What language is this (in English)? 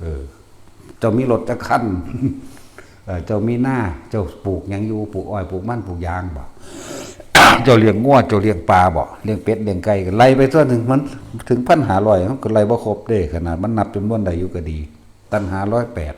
Lao